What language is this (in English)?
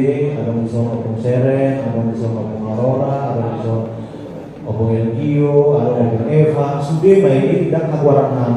Batak Toba